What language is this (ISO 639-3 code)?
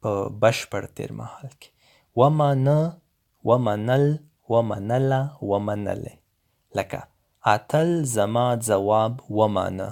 pus